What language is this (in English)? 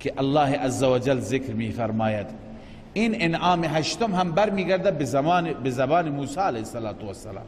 Persian